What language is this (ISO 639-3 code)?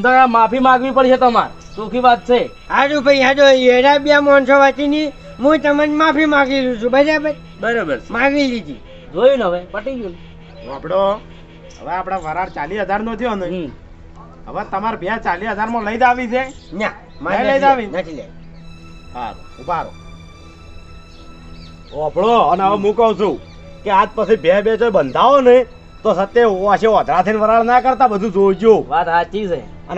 guj